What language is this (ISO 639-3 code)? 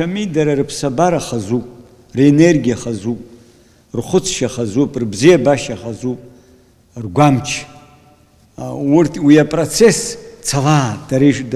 abk